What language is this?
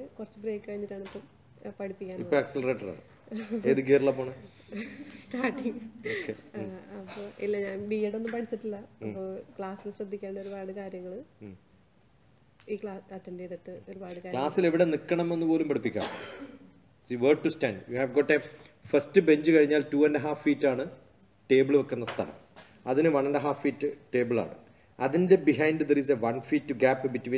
Malayalam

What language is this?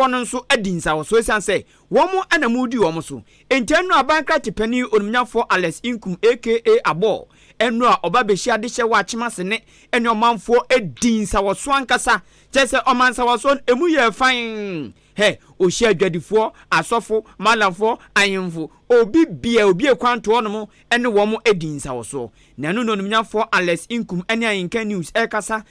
Akan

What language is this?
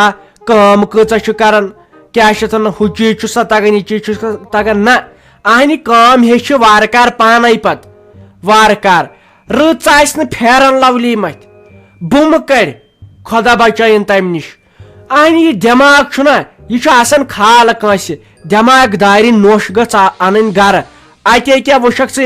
Kashmiri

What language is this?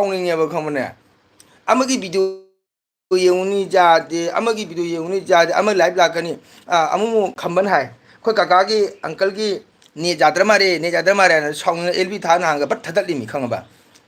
Manipuri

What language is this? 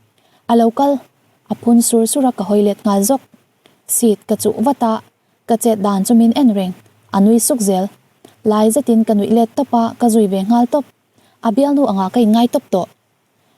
Mizo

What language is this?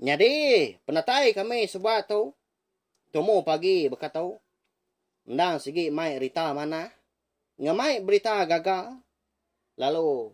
Iban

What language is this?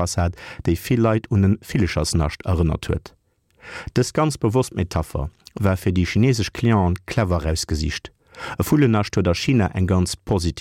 Luxembourgish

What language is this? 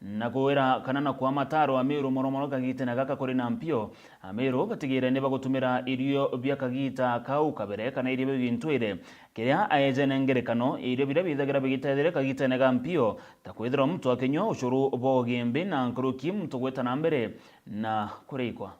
Meru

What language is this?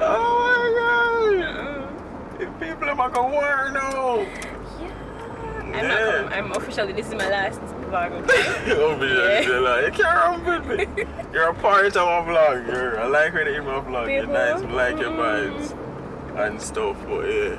Jamaican Creole English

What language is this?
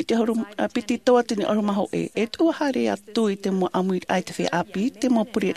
Tahitian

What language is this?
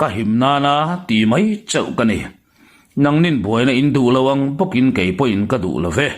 Mizo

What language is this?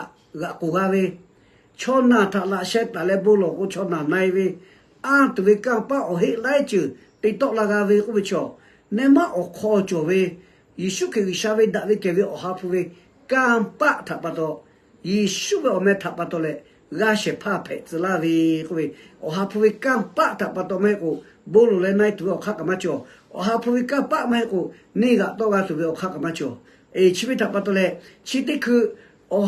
Lahu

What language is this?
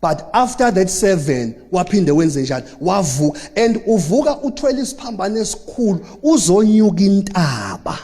Zulu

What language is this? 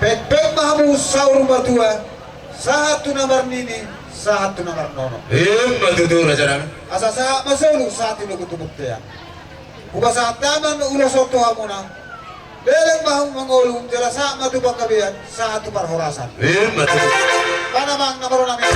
Batak Toba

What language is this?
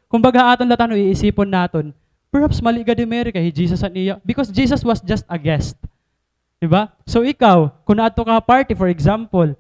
Waray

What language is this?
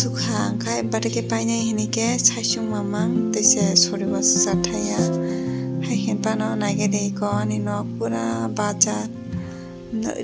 Kok Borok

